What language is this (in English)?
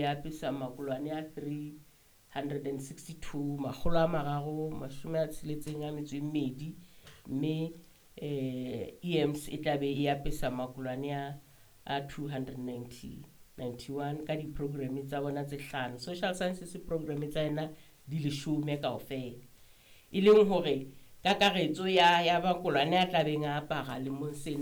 Southern Sotho